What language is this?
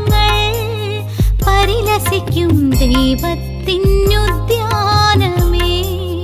Malayalam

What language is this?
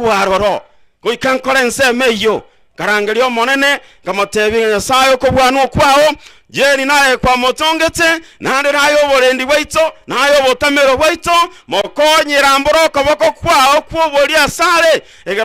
Gusii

